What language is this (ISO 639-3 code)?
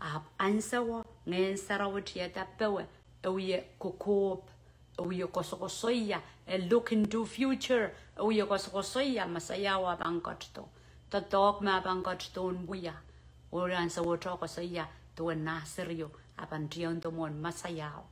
pon